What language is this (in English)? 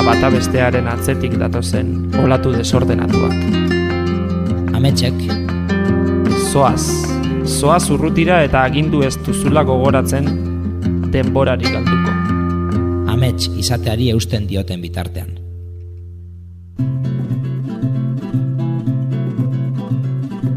Basque